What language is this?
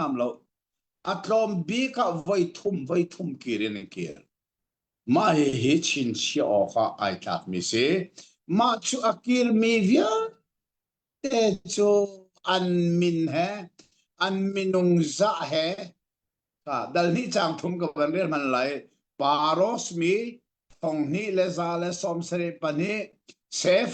Hakha Chin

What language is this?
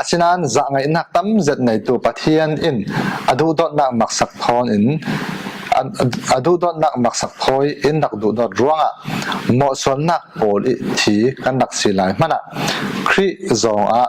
Falam Chin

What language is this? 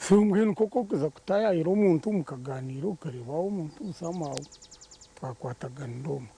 Nyankole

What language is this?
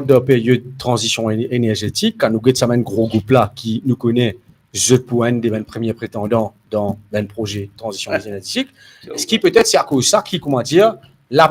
Morisyen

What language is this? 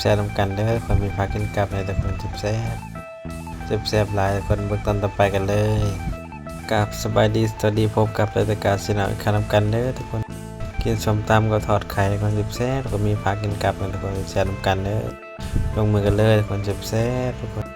Northeastern Thai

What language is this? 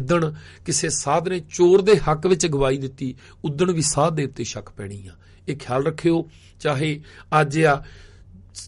Punjabi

